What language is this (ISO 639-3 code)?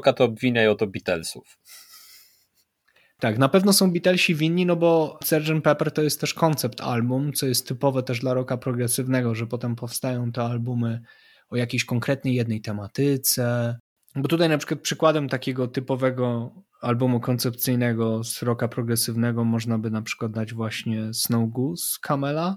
pol